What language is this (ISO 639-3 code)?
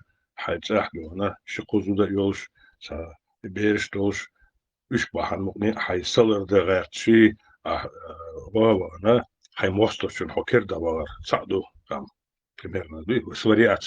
che